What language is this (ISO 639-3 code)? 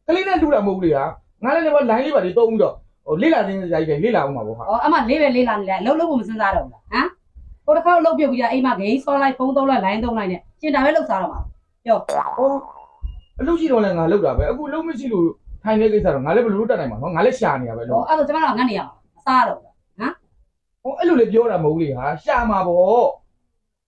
mya